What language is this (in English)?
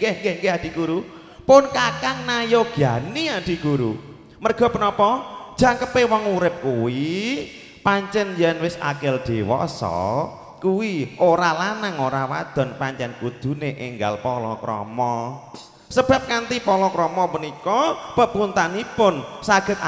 Javanese